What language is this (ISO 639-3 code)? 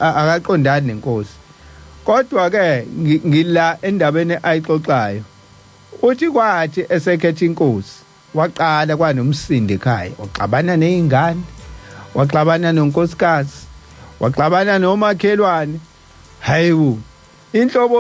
zul